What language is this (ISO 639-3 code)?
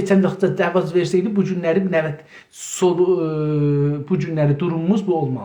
azb